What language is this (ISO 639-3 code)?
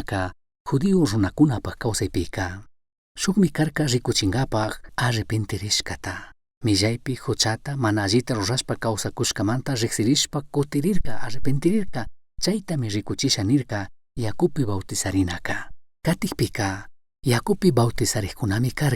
qug